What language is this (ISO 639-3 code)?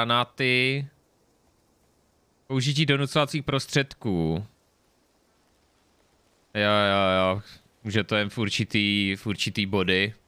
ces